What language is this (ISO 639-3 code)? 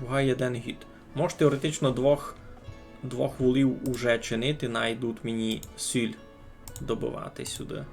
rue